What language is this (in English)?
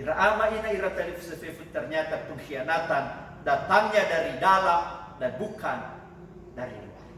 Nias